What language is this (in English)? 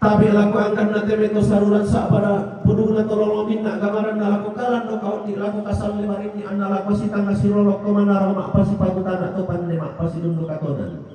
Toraja-Sa'dan